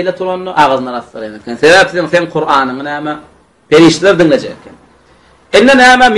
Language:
Turkmen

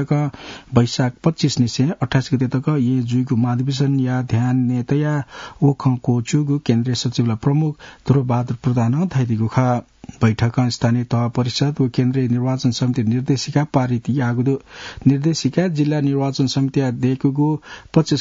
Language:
Newari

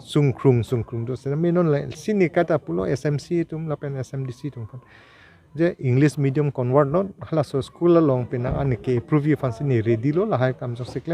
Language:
Karbi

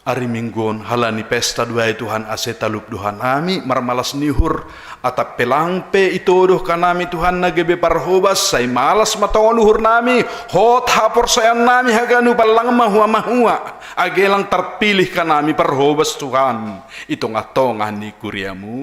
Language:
Batak Simalungun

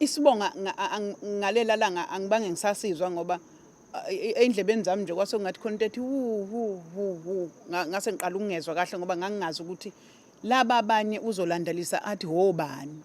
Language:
Zulu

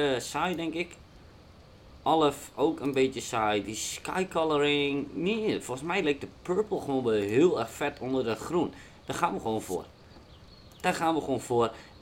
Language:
Dutch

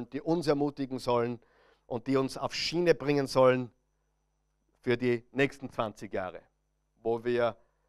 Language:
German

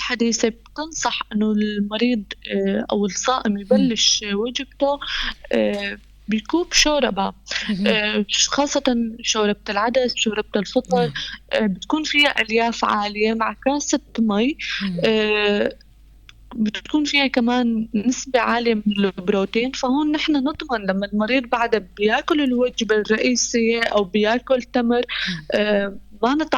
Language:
North Levantine Arabic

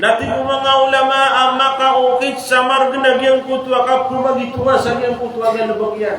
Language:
Maranao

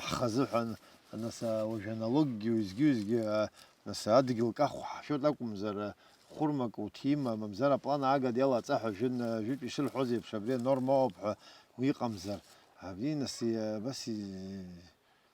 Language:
Abkhazian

